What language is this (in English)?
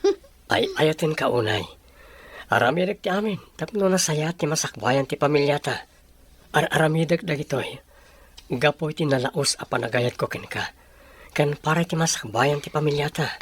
Iloko